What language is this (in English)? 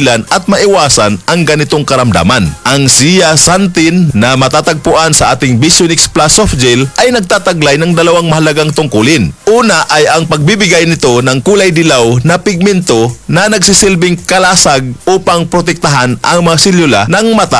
Filipino